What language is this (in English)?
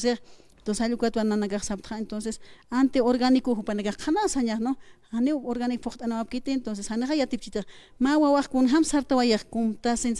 Aymara